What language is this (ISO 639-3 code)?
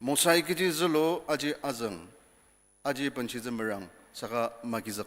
njo